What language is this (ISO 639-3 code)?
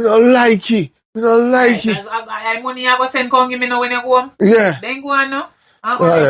jam